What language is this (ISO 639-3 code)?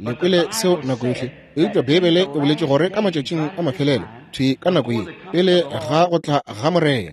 nso